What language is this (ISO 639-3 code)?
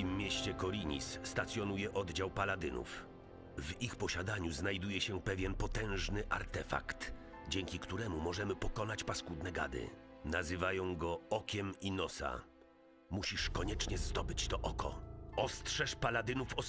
pol